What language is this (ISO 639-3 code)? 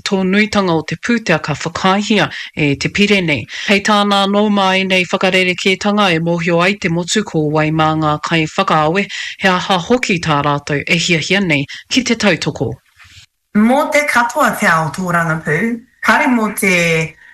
mri